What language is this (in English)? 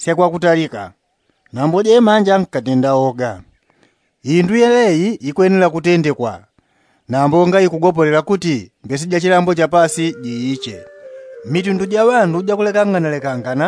Yao